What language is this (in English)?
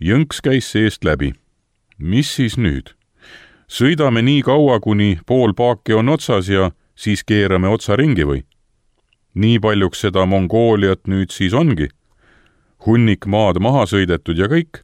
Estonian